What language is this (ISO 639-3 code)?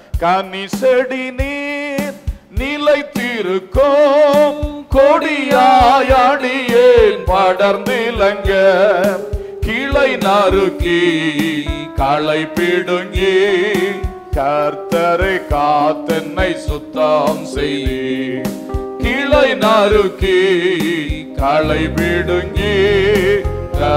tam